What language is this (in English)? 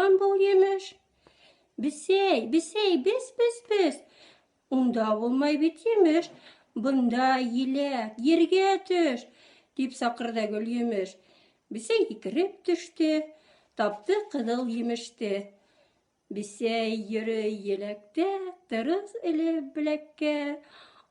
Bashkir